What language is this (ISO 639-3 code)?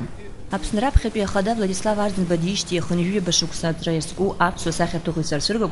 abk